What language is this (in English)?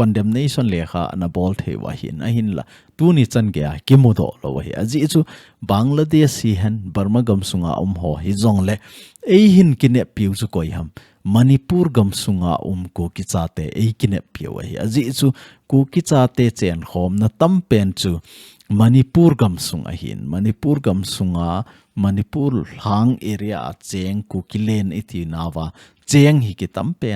Thado Chin